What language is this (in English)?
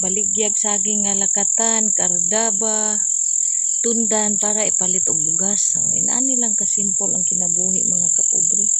Cebuano